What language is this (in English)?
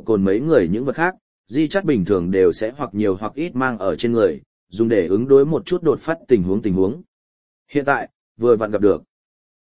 Vietnamese